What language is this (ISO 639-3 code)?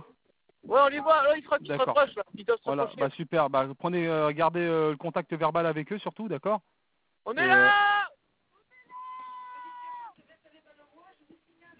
fra